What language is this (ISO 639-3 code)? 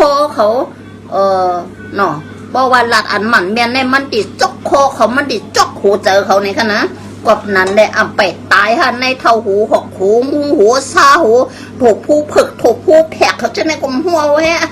shn